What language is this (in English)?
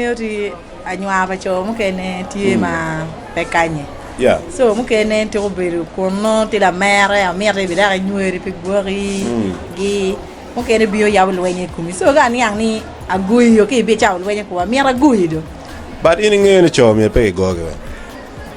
Acoli